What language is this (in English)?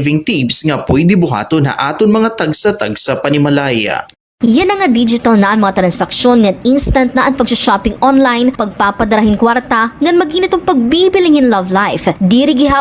Waray